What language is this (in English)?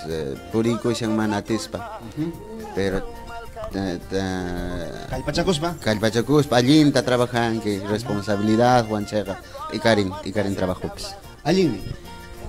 Ayacucho Quechua